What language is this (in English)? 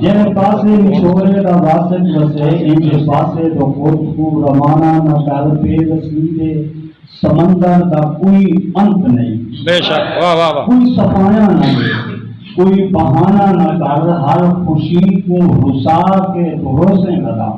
Saraiki